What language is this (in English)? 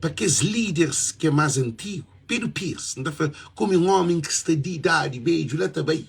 Kabuverdianu